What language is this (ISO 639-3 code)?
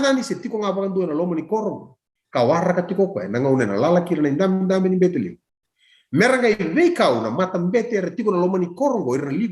fij